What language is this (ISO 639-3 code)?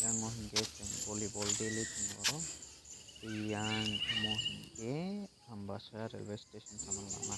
trp